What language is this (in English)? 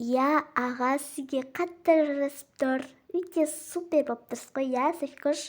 Kazakh